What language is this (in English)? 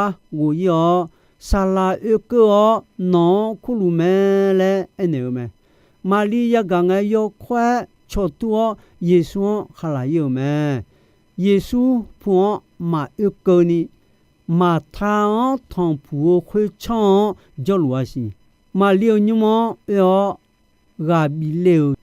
Akha